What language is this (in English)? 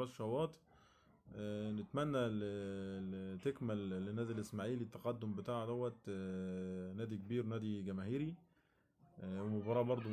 Egyptian Arabic